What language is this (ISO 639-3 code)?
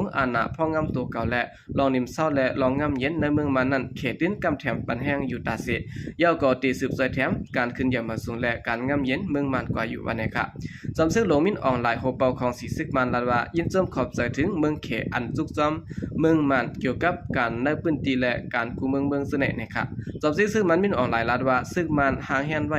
shn